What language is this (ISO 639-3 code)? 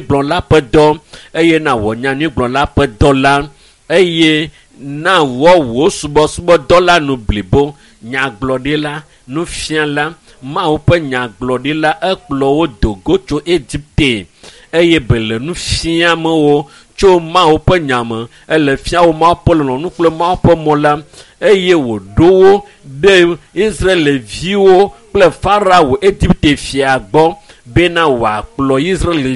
ewe